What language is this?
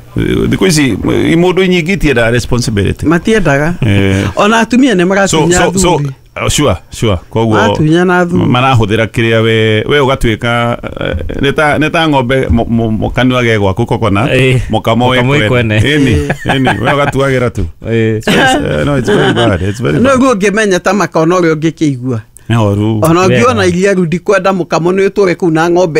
Kikuyu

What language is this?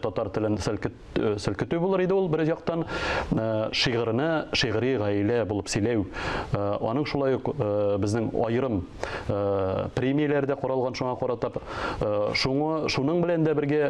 Tatar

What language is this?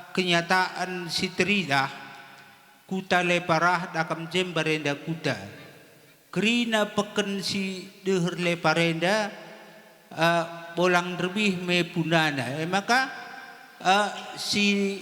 Batak Karo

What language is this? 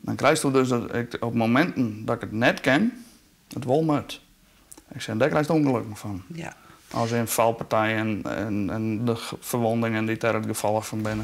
Western Frisian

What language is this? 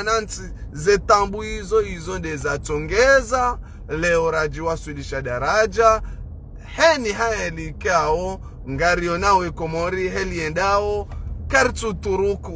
Ngazidja Comorian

